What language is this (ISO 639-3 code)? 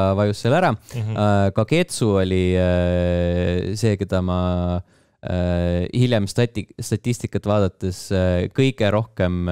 est